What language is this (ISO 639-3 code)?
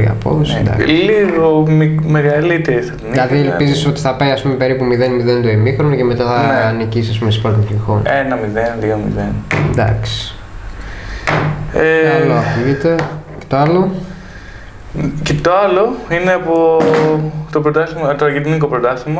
ell